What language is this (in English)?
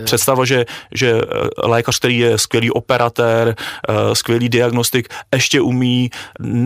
Czech